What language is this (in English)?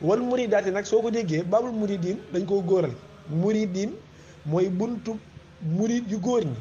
Wolof